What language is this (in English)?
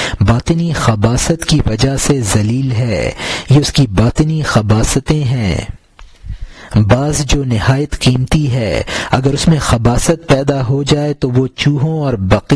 Urdu